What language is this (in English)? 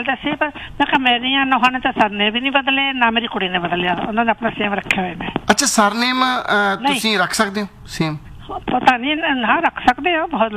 Punjabi